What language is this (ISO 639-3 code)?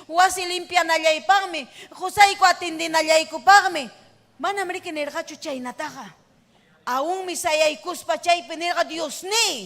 quy